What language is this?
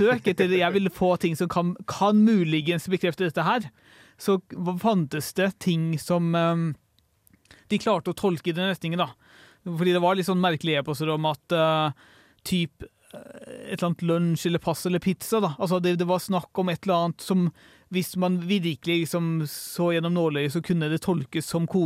Norwegian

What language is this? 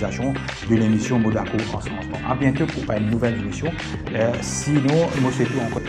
Morisyen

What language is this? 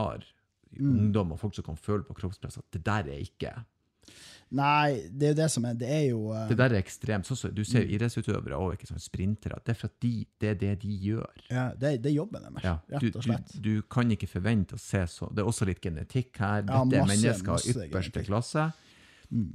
Norwegian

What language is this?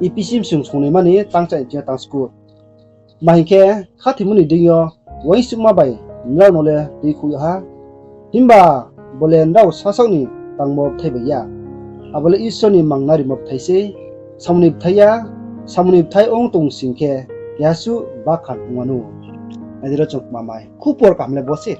Riang (India)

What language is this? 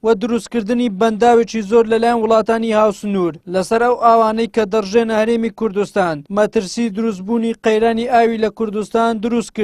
Central Kurdish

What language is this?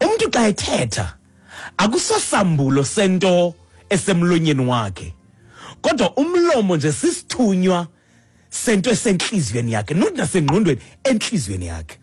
Xhosa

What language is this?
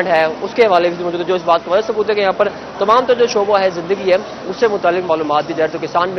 Urdu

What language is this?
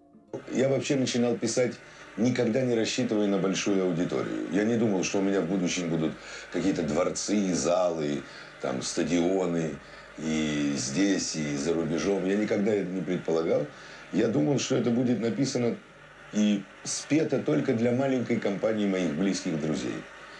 Russian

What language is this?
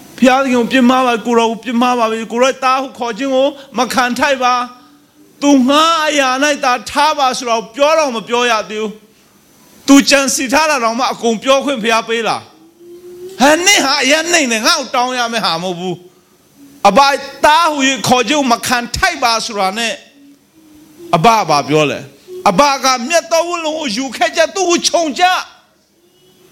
Burmese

